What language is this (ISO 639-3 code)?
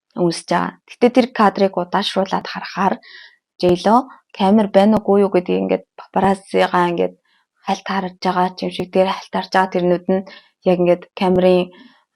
mon